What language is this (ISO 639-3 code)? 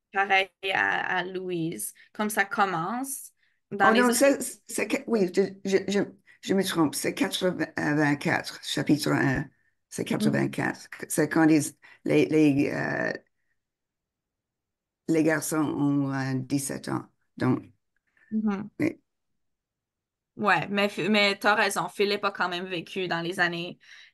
fra